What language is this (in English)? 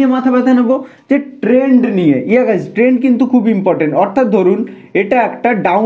Bangla